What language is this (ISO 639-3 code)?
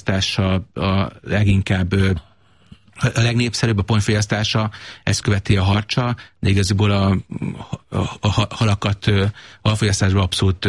hun